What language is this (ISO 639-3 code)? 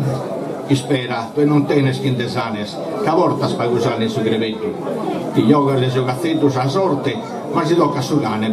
srd